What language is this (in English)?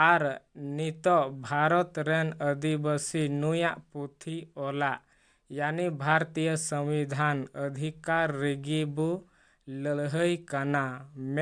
Santali